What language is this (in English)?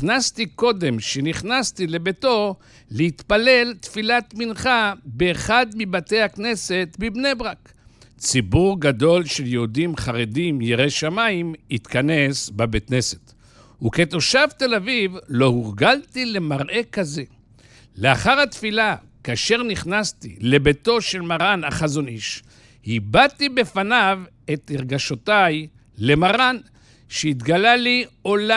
Hebrew